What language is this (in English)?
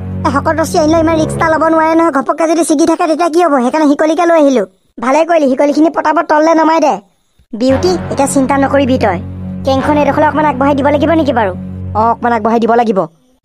Assamese